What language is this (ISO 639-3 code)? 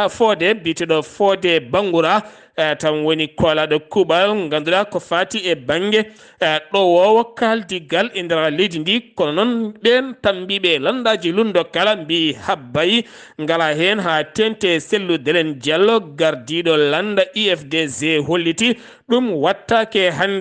ful